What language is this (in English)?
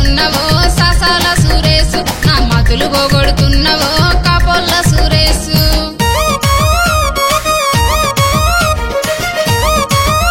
Telugu